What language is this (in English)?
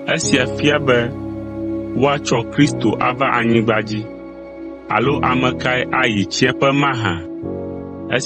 Ewe